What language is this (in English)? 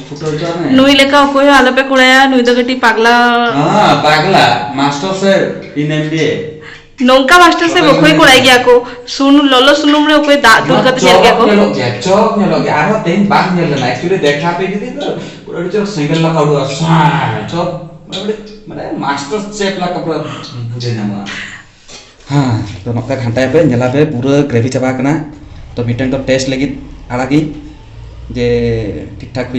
Santali